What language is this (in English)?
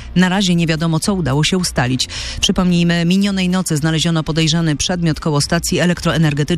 Polish